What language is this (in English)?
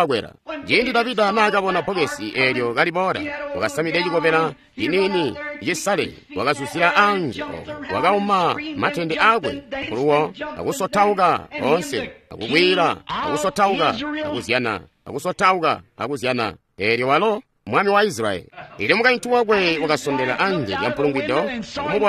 Tonga (Zambia)